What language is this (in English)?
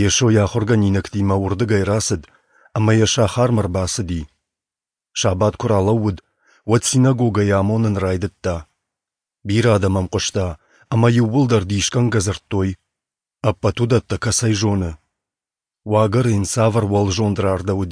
Ossetic